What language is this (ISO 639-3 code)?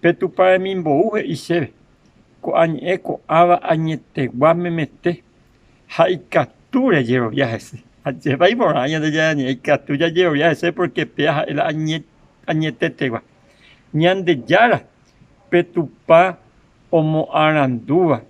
grn